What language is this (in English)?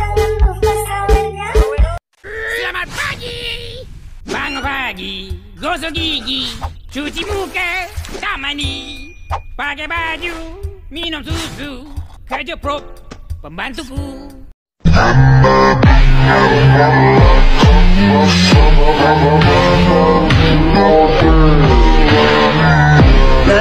Indonesian